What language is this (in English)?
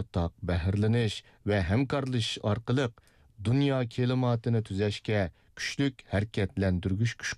Uyghur